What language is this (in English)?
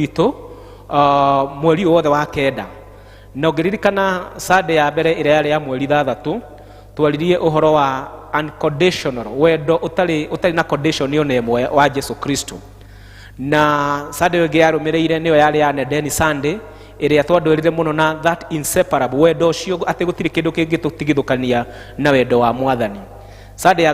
Kikuyu